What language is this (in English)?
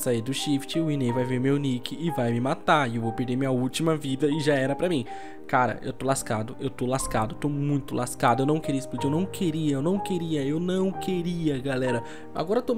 Portuguese